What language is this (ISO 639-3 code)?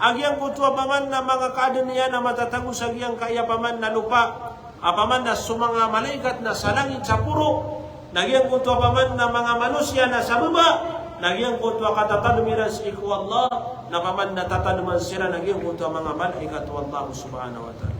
mrw